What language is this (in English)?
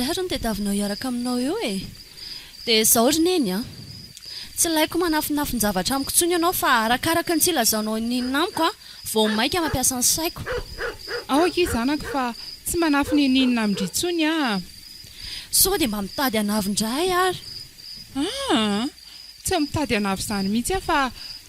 Malagasy